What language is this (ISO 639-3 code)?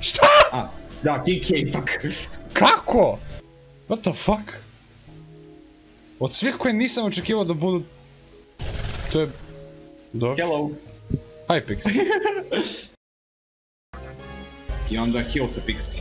hrv